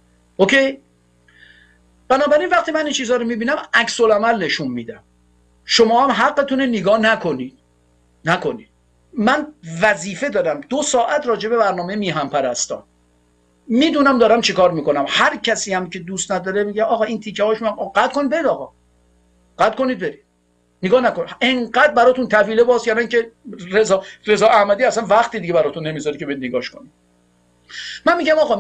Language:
Persian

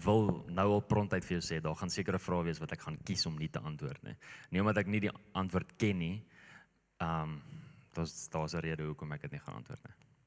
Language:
Afrikaans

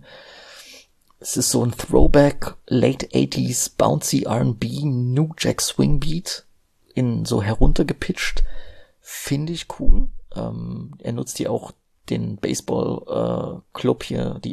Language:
German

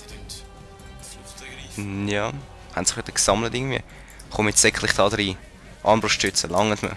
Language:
Swiss German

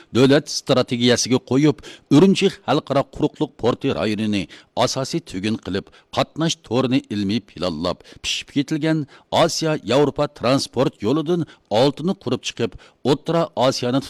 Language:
Uyghur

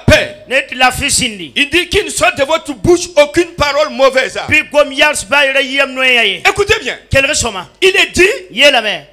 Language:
French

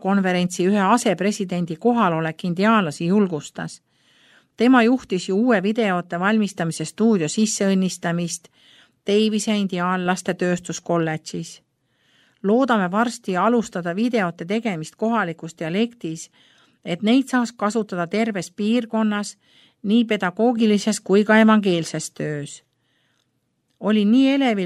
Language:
Estonian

